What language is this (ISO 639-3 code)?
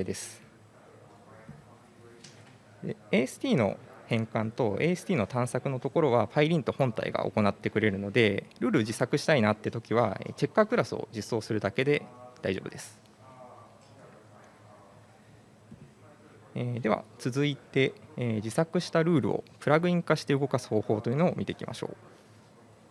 jpn